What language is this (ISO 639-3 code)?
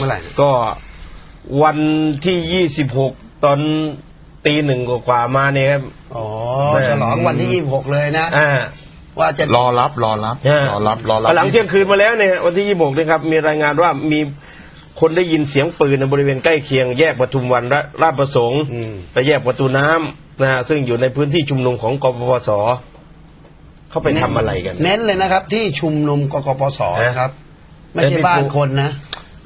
tha